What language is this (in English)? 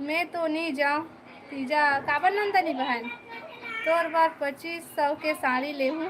Chhattisgarhi